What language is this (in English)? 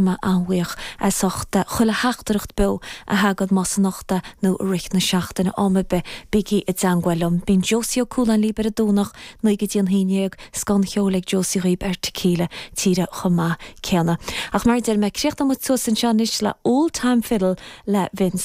Irish